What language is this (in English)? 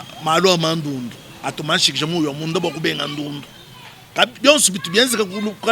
Luba-Lulua